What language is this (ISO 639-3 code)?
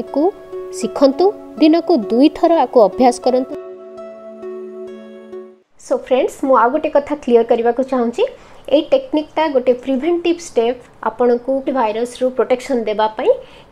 ori